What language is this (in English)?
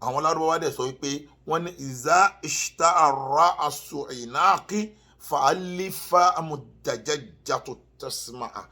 Yoruba